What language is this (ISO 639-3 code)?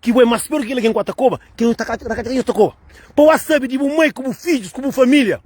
kea